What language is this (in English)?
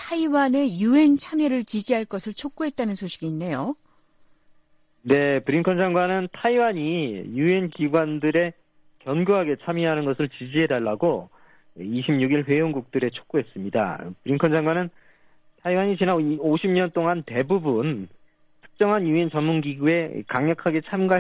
Korean